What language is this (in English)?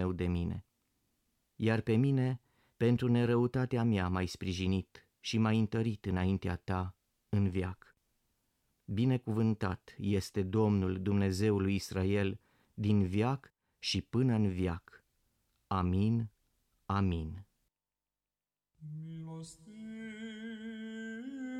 Romanian